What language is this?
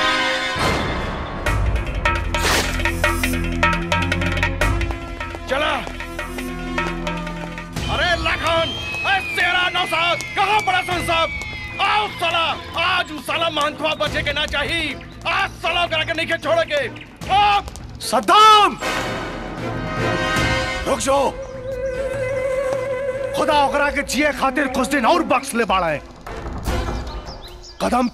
Bhojpuri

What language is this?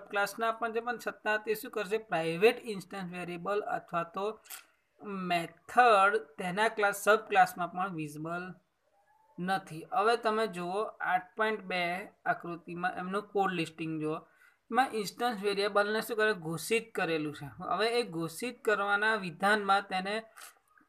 Gujarati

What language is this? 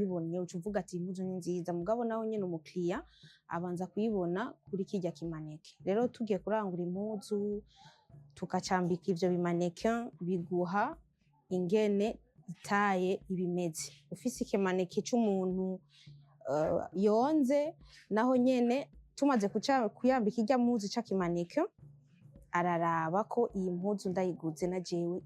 Rundi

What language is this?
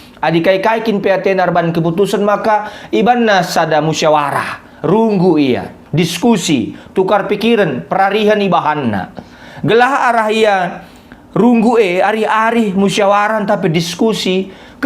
Batak Karo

